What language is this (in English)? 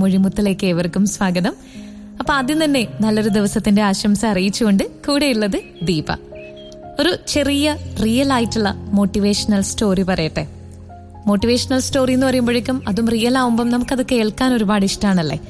Malayalam